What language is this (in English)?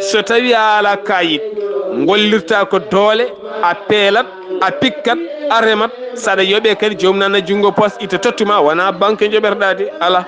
Fula